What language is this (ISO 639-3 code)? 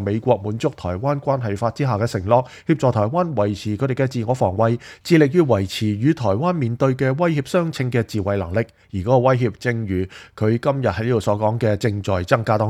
yue